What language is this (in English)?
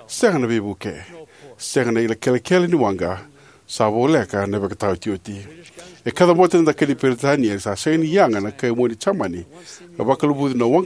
Fijian